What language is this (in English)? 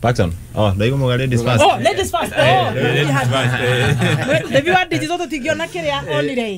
Kikuyu